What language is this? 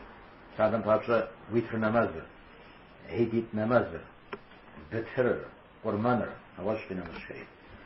Kabardian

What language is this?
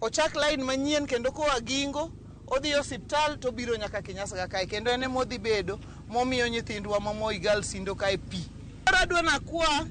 Luo (Kenya and Tanzania)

